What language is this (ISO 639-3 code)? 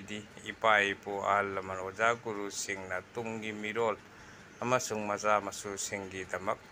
mni